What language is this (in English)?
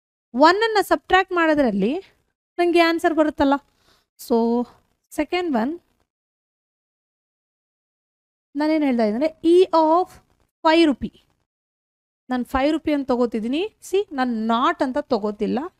Kannada